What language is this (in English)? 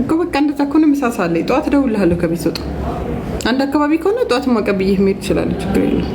Amharic